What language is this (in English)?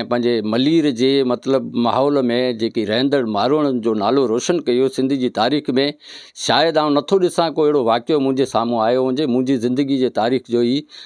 Sindhi